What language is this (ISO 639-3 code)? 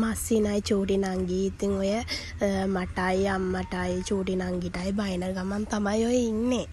sin